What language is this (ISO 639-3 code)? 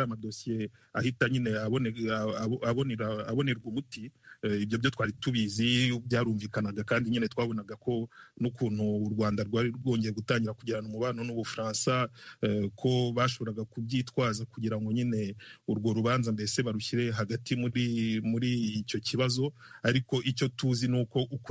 kin